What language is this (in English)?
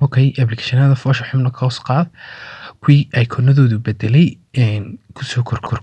Somali